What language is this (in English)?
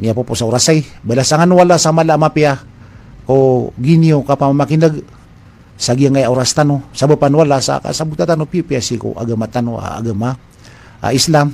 Maranao